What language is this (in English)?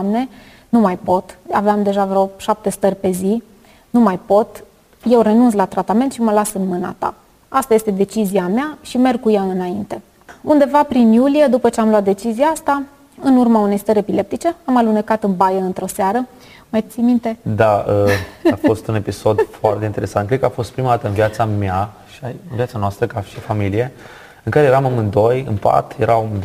Romanian